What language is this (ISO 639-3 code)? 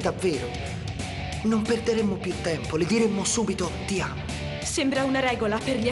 ita